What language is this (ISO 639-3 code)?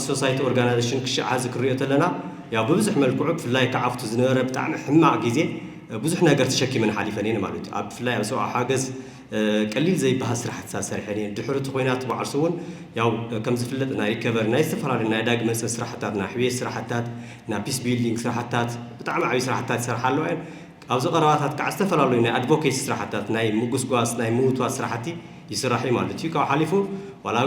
tir